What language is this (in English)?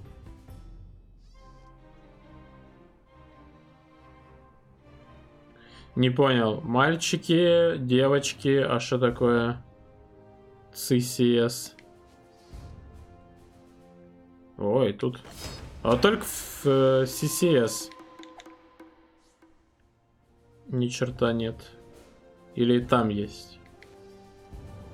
Russian